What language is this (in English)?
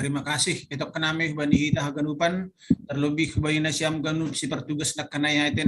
Batak Simalungun